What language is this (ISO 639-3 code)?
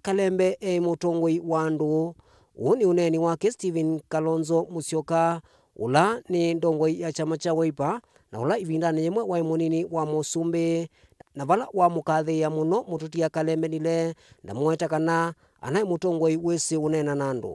kam